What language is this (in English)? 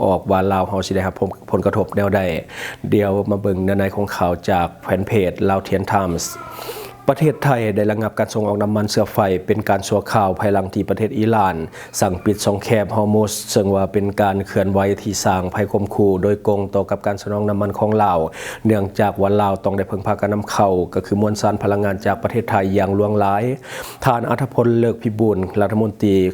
Lao